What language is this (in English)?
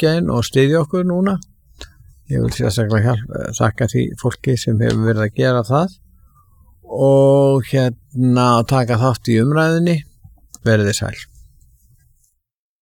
Icelandic